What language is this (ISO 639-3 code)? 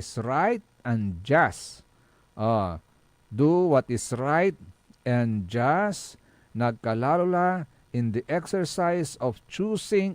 pag